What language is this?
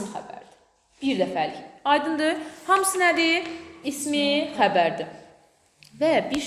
Azerbaijani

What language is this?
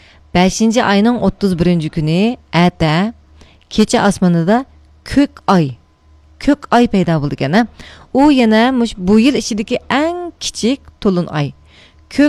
Uyghur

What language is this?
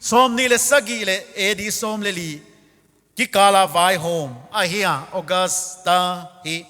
Paite Chin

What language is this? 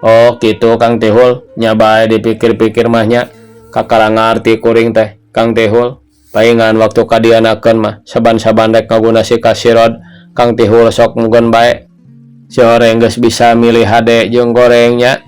Sundanese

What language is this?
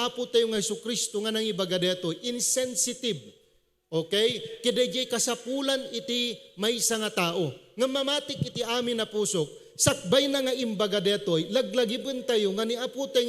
Iloko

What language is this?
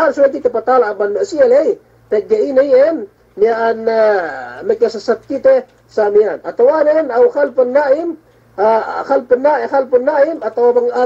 Yakan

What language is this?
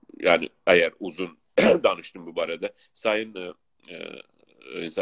South Azerbaijani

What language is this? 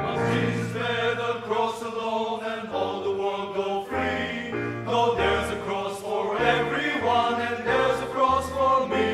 Sumi Naga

